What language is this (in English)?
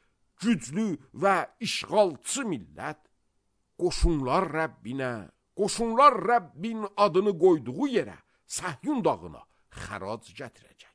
Azerbaijani